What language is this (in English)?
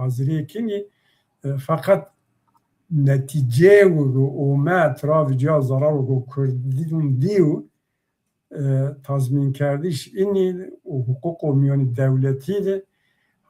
Zaza